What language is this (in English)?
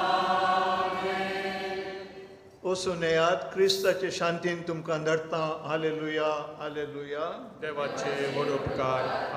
Konkani